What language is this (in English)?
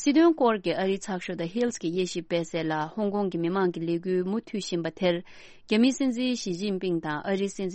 Tibetan